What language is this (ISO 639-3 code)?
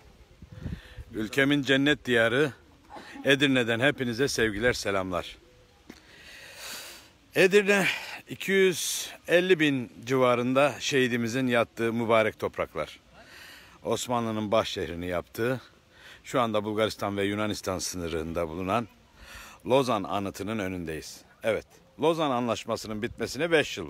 tur